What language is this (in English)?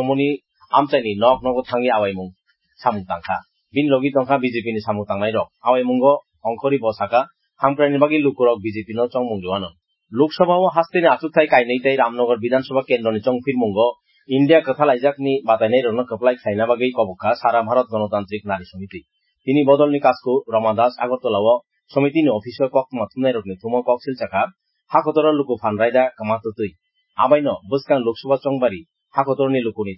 Kok Borok